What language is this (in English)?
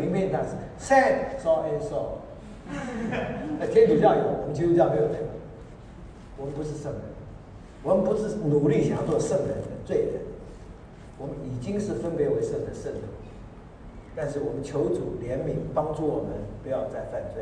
Chinese